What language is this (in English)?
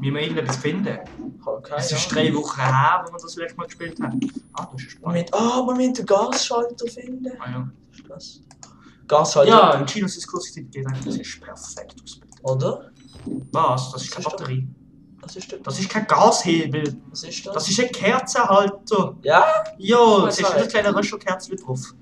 Swiss German